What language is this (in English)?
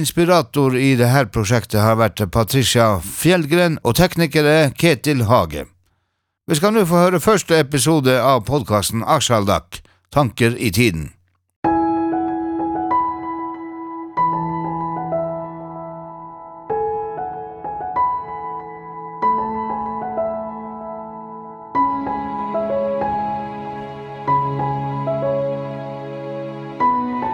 Norwegian